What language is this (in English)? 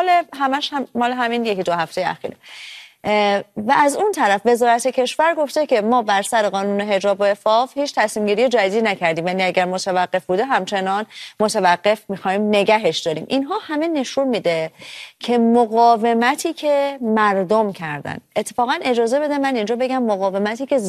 Persian